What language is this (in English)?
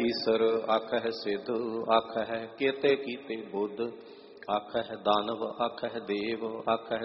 Punjabi